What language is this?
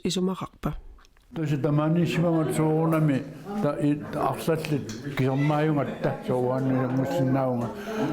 Kalaallisut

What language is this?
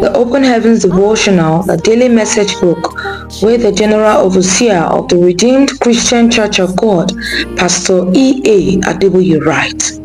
Nigerian Pidgin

